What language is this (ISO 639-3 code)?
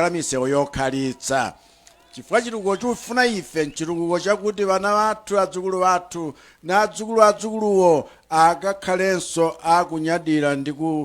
nya